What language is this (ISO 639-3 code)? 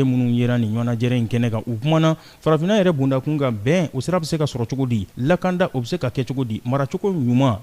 bam